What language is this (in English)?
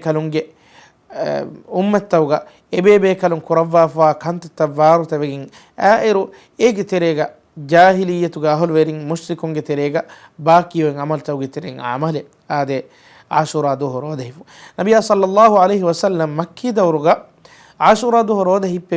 Divehi